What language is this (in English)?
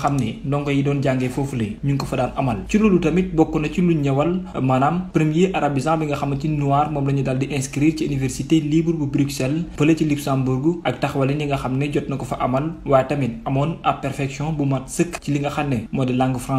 Wolof